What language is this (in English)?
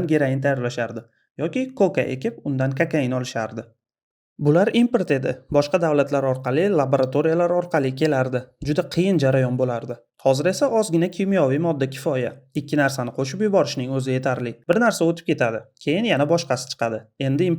Uzbek